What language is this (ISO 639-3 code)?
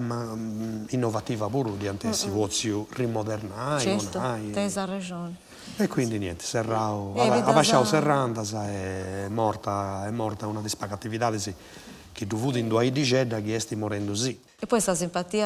srd